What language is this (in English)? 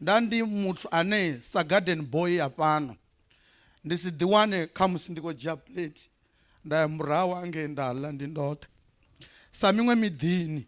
Venda